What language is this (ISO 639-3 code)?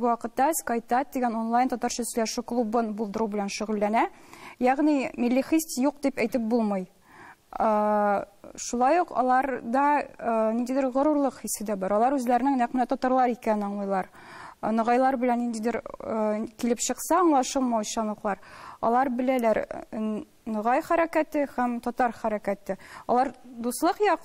tat